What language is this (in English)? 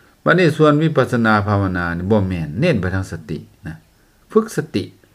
Lao